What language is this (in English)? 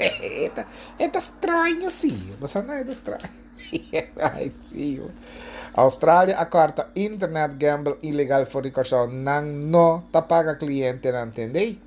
Papiamento